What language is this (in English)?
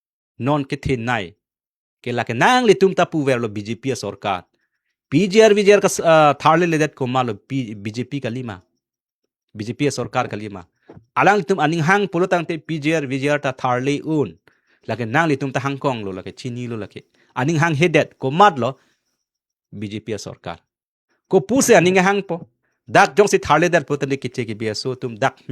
Karbi